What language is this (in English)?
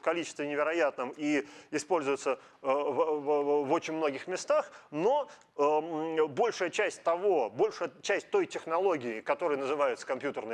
Russian